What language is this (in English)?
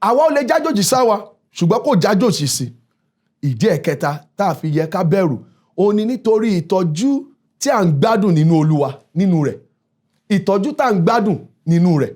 Yoruba